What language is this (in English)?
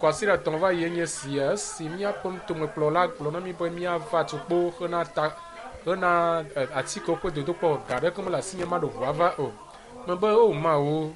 Ewe